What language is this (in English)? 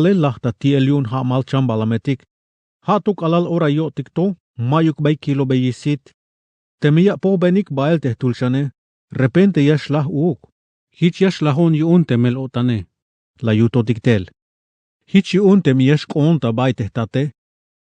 Tzeltal